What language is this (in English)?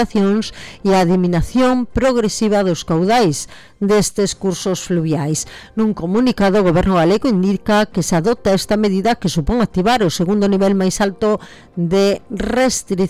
Galician